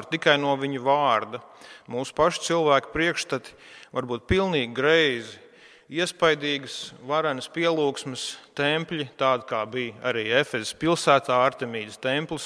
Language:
Latvian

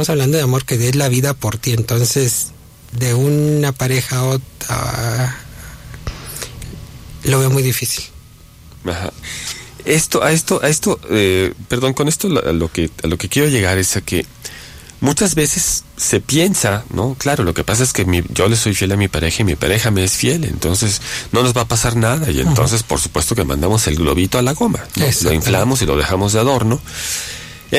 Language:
Spanish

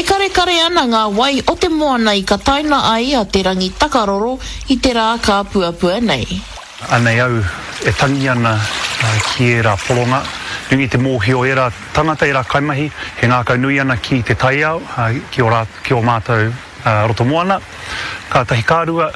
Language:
Māori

